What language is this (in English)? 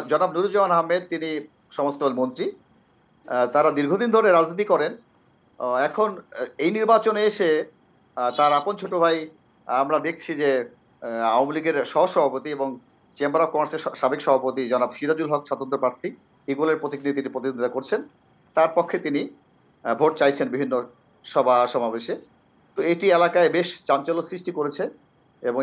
Bangla